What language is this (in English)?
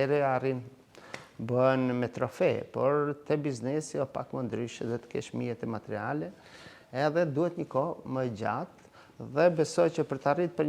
Albanian